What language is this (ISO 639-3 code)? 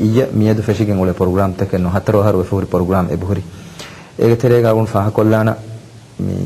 div